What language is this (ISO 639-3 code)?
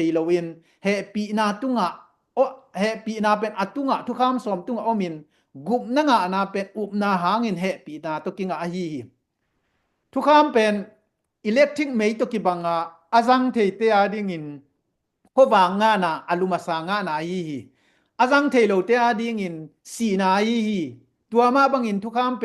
ctd